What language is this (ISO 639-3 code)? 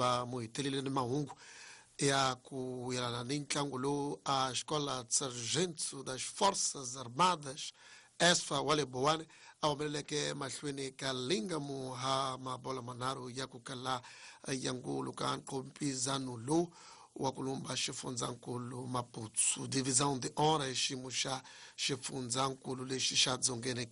tso